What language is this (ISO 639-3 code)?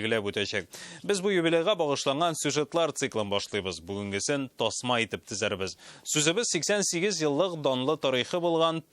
tat